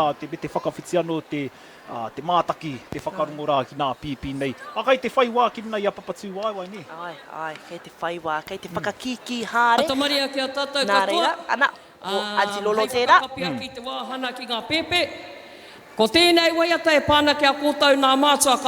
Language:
Māori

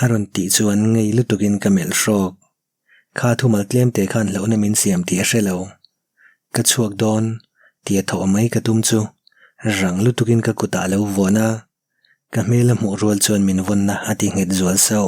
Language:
Mizo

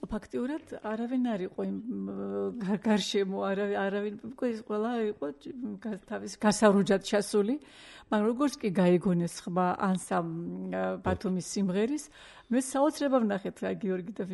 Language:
Georgian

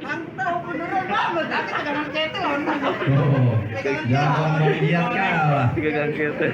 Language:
Betawi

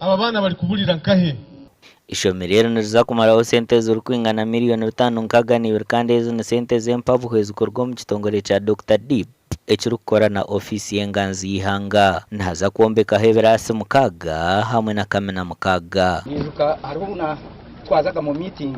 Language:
Nyankole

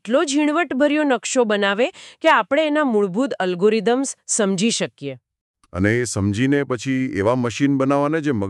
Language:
Gujarati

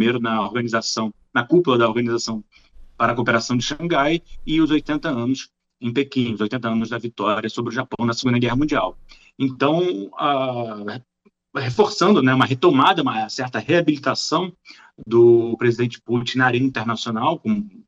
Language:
Portuguese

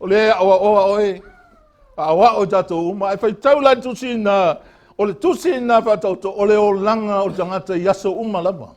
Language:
Samoan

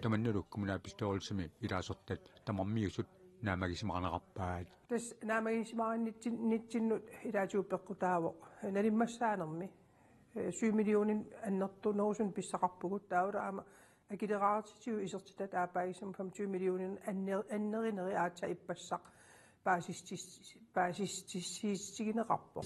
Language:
Kalaallisut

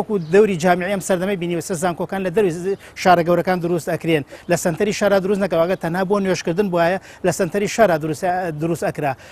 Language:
Central Kurdish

